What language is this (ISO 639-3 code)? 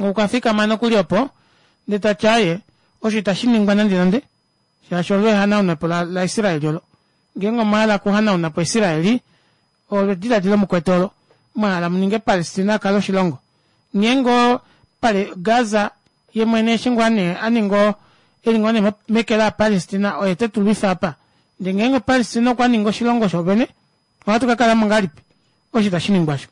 kua